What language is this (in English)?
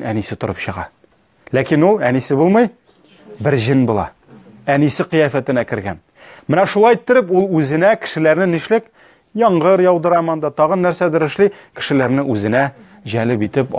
Tatar